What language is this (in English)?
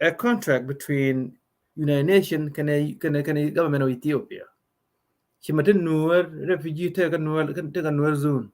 Nuer